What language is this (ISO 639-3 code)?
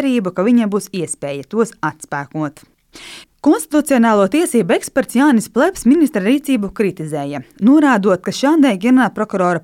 lav